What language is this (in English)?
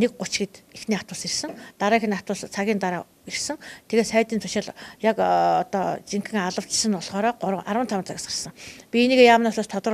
Mongolian